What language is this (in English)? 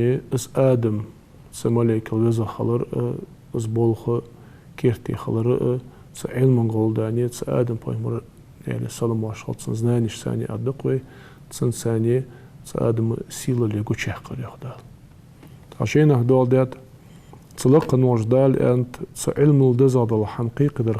Ingush